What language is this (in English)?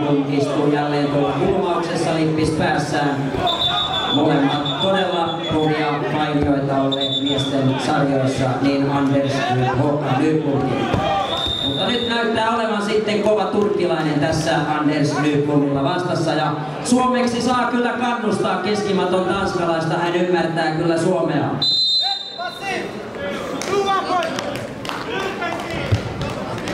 Finnish